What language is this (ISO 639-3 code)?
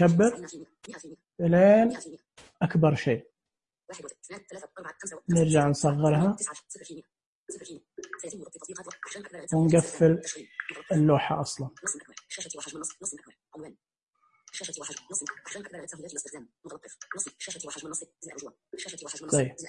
ars